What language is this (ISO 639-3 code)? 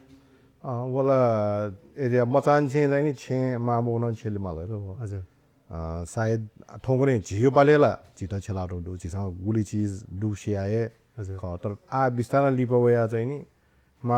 new